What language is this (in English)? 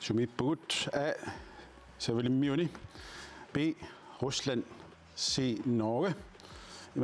Kalaallisut